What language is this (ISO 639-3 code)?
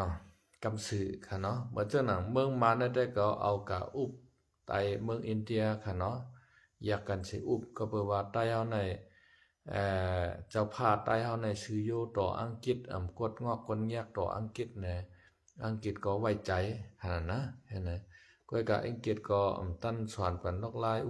shn